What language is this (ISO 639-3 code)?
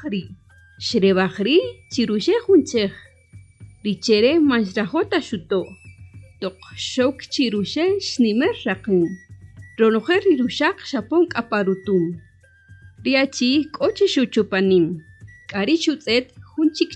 cak